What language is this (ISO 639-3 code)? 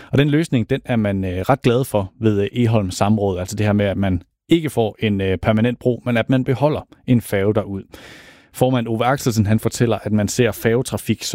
dan